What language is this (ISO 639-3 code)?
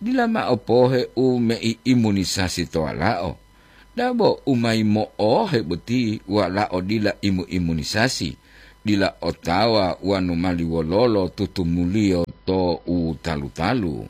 gor